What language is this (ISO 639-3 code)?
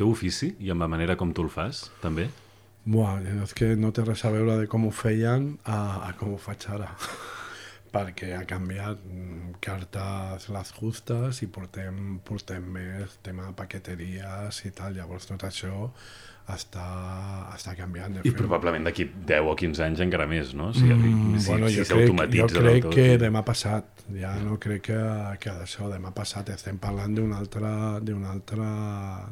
cat